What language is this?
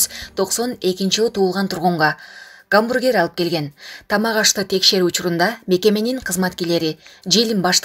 Kyrgyz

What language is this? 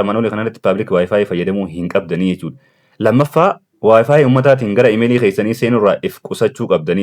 Oromo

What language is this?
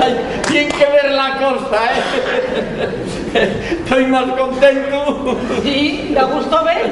Asturian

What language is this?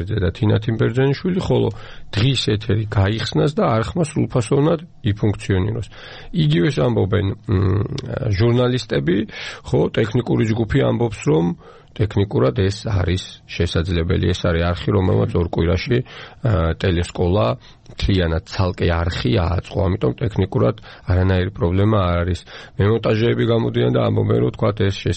Georgian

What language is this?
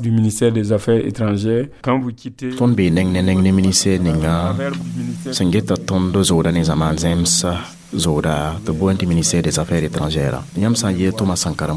Mossi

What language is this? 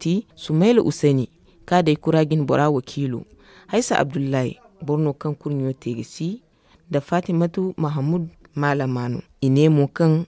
Zarma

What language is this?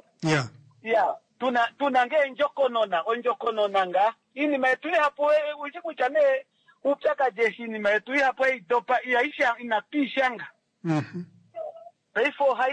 Kuanyama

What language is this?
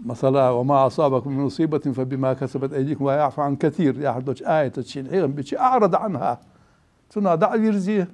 Ingush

